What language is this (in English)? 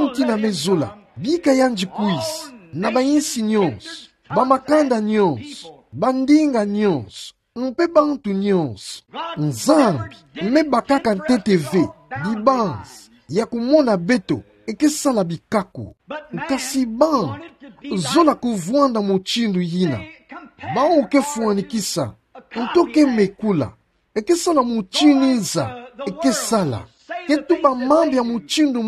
Kituba (Democratic Republic of Congo)